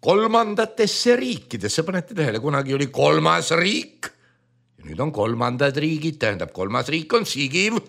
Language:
Estonian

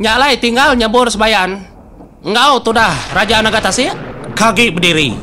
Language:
Iban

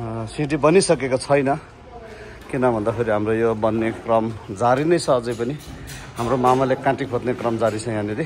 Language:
Nepali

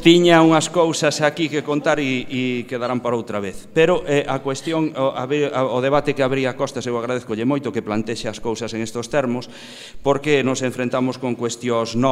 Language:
Galician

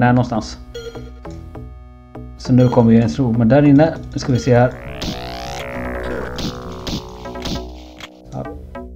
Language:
Swedish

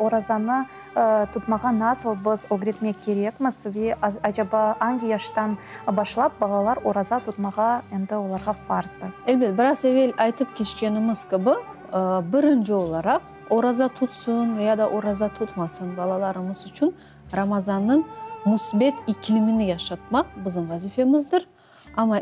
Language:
Crimean Tatar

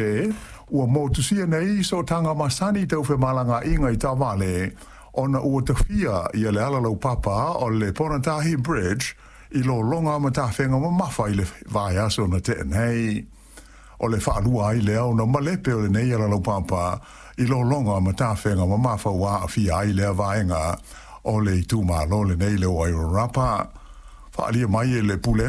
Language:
Samoan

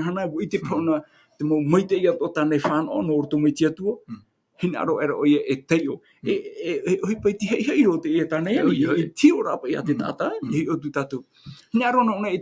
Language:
Tahitian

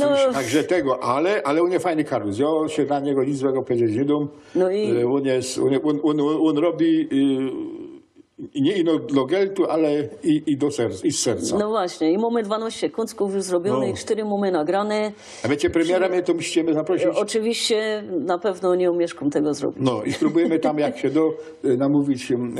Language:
Silesian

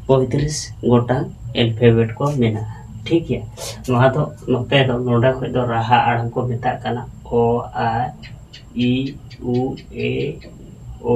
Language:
Santali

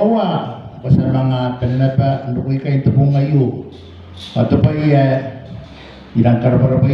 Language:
Gilbertese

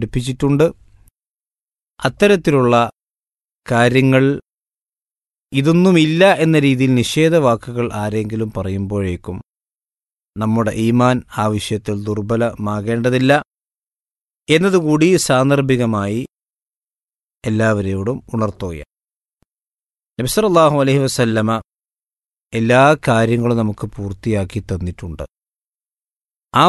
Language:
Malayalam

